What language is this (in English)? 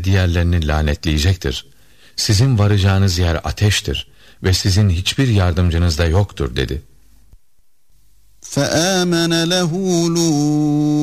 Turkish